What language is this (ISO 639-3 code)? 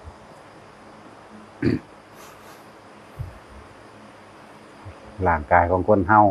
tts